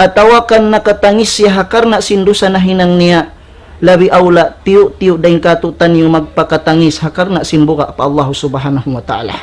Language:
Tausug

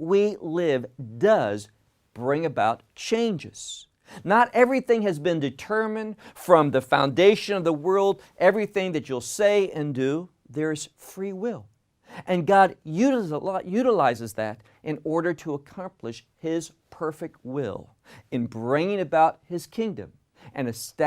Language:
English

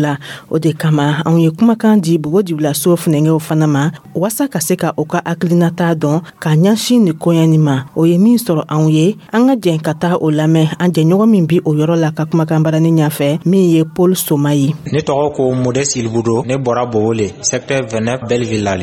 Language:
Dyula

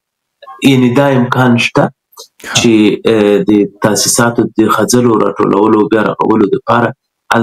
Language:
Pashto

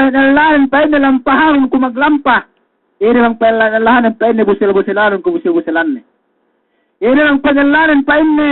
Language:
Yakan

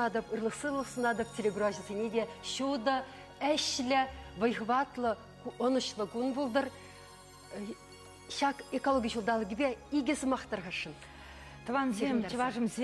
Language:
Chuvash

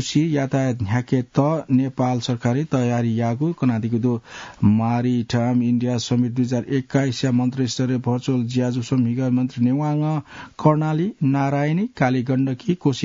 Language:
Newari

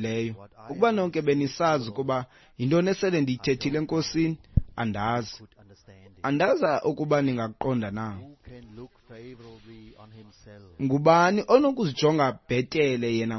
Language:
Xhosa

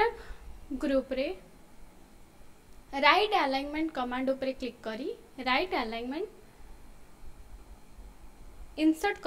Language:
Odia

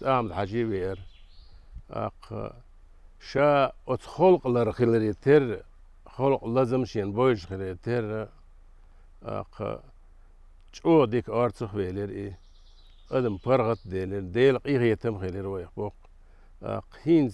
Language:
Chechen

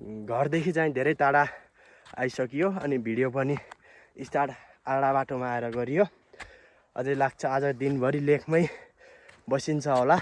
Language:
Nepali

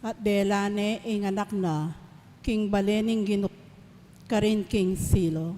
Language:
Pampanga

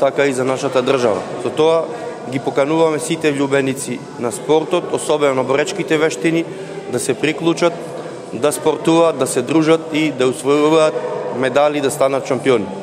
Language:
Macedonian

